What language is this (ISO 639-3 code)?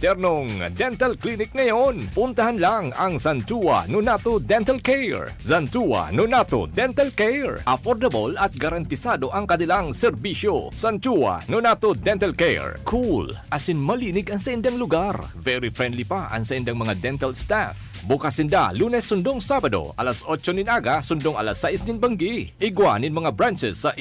bik